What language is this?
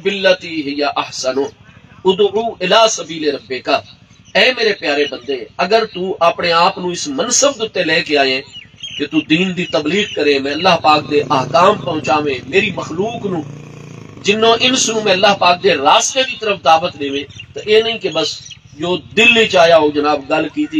Saraiki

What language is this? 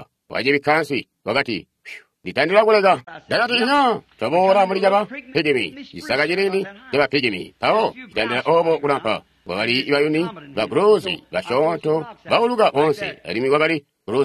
Tonga (Zambia)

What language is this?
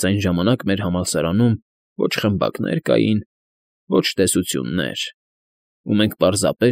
Armenian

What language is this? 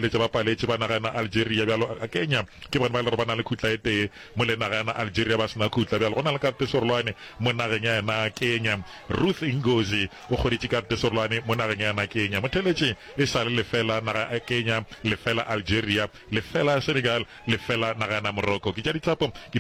Northern Sotho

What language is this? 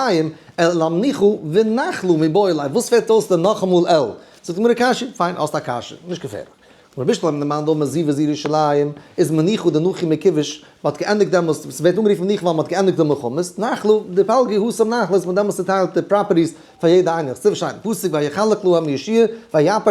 Yiddish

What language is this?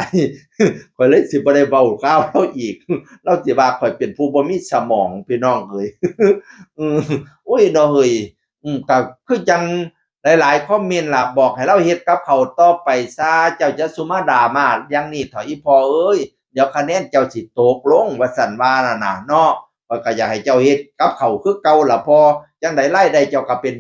Northeastern Thai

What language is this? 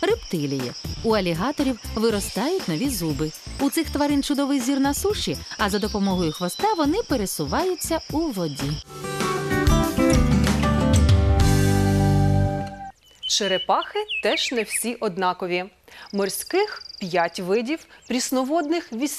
Ukrainian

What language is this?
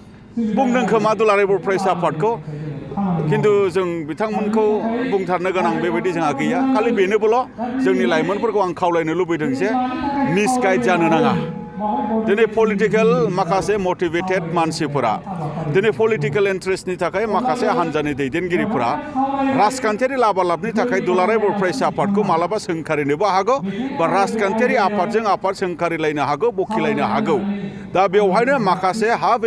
Bodo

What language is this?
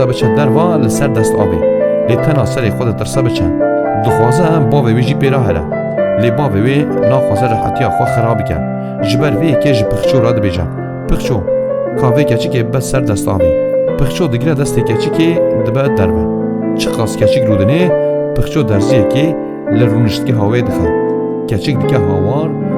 Kurdish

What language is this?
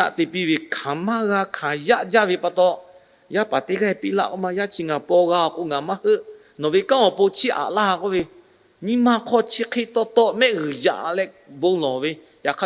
Lahu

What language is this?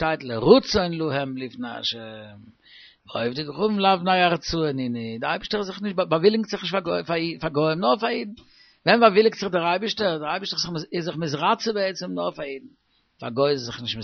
Yiddish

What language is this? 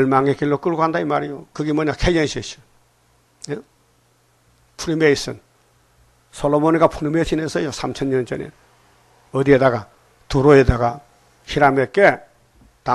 Korean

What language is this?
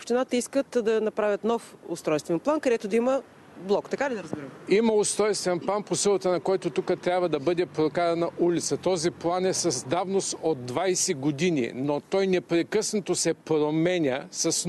Bulgarian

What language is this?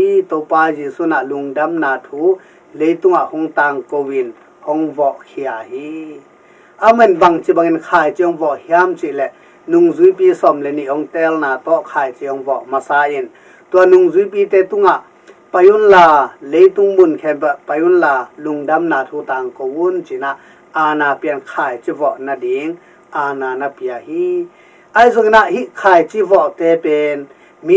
Tedim Chin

